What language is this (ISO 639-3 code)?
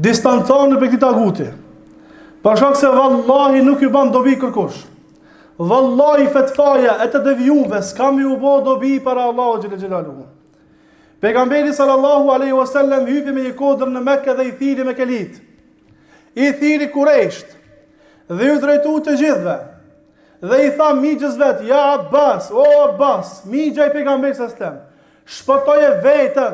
sqi